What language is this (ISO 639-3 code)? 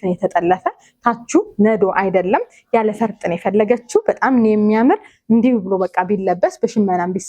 amh